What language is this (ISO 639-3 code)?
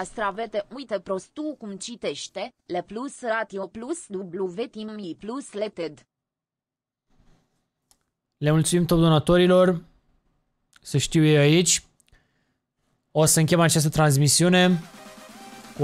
ron